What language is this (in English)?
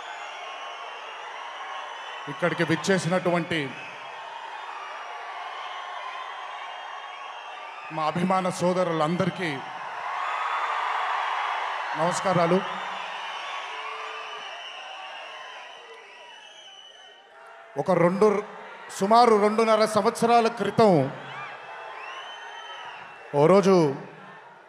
Telugu